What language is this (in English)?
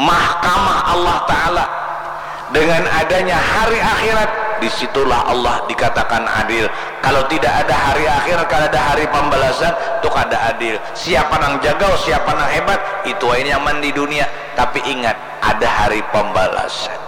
Banjar